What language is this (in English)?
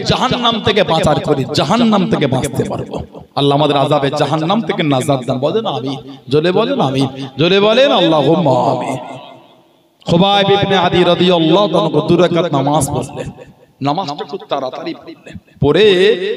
Bangla